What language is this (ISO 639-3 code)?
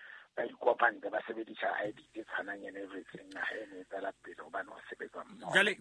sot